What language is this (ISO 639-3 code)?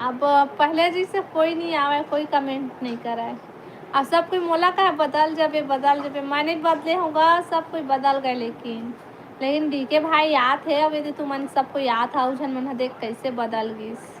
hne